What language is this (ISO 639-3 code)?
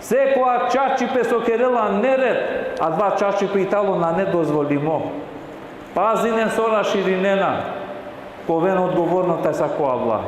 rmn